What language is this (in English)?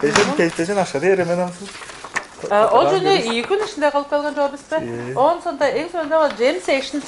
Tuvinian